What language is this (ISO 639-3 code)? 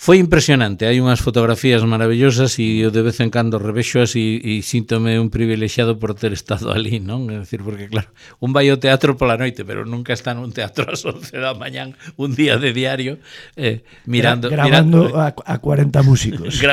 glg